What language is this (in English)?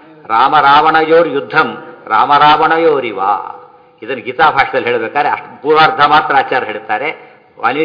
Kannada